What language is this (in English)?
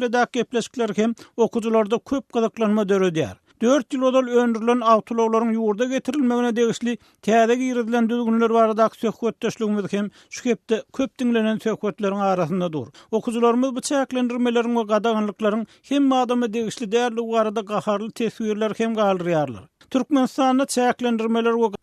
Turkmen